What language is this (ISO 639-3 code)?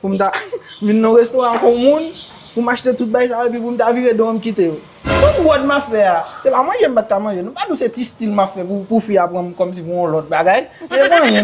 hat